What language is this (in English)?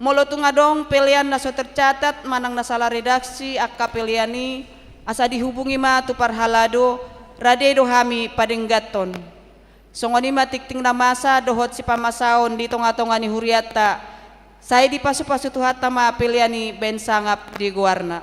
Batak Toba